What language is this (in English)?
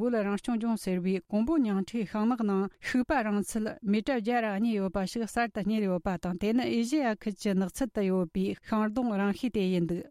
Tibetan